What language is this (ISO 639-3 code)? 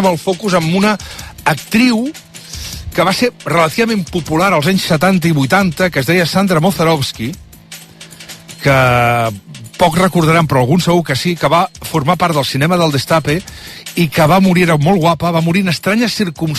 cat